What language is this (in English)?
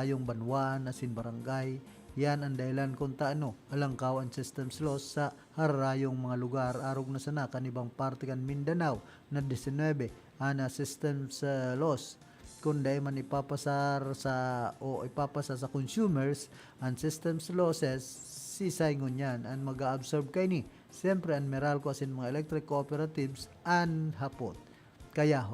Bikol